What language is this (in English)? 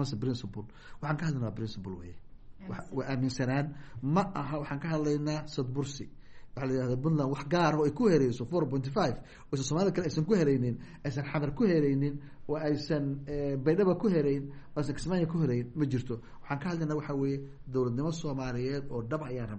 Somali